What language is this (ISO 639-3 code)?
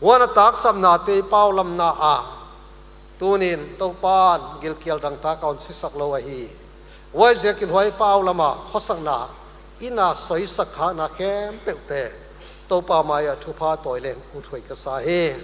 pck